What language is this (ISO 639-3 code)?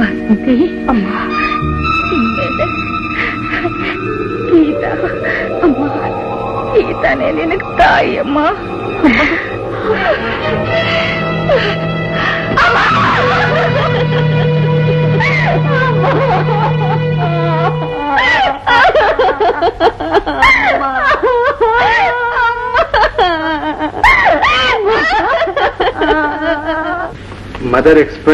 kan